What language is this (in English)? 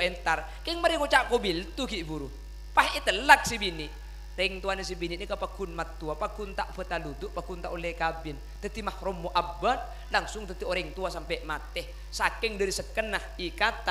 Madurese